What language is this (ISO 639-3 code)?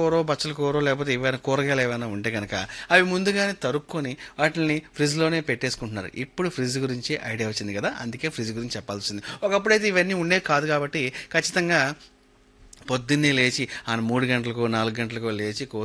tel